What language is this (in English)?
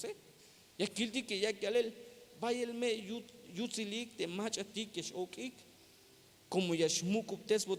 Tzeltal